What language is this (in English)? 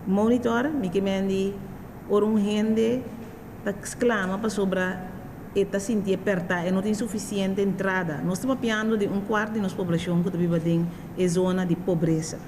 Papiamento